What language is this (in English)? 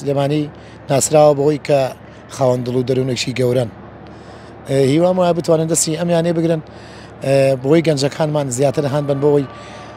Central Kurdish